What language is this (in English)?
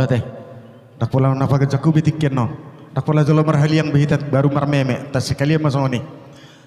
Batak Toba